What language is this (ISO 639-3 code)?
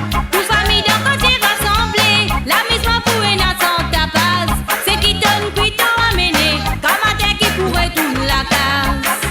mfe